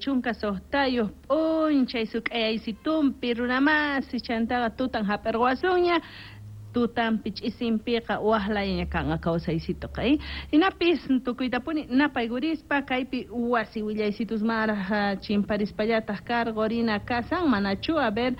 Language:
South Bolivian Quechua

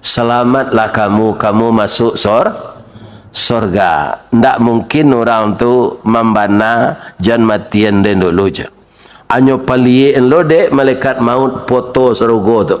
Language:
Minangkabau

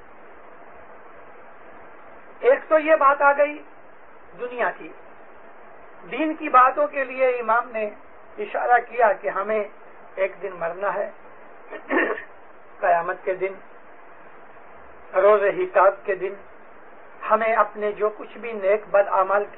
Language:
Urdu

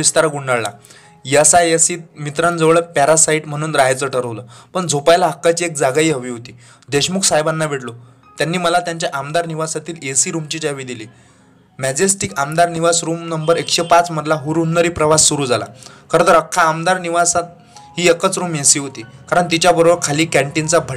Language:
Marathi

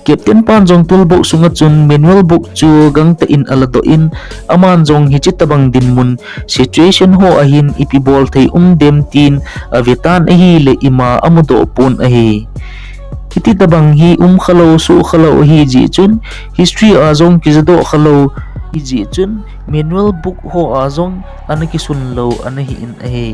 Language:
Thado Chin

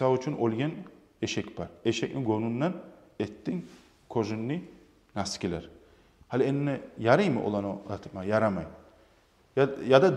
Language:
Kumyk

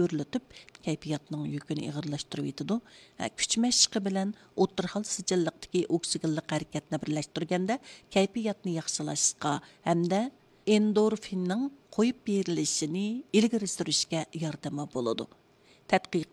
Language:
Uyghur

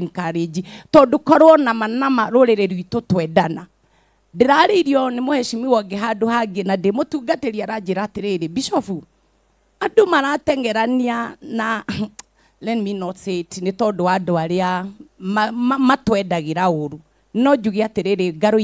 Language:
Kikuyu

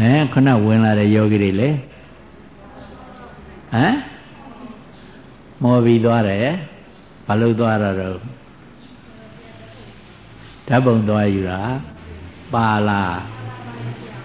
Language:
Burmese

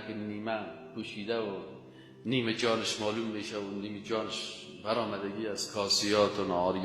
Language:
Persian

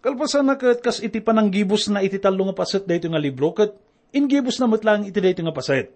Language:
Iloko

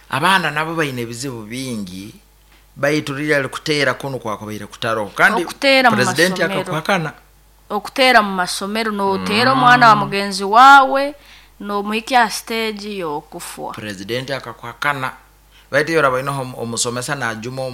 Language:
Nyoro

